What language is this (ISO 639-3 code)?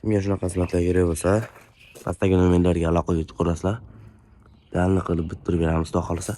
uzb